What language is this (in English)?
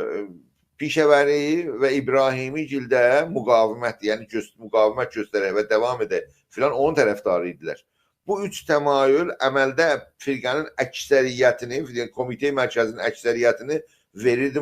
South Azerbaijani